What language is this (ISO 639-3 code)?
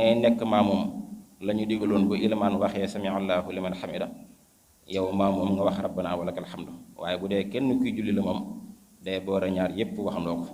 wol